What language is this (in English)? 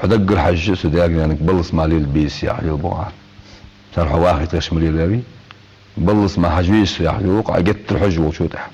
Ingush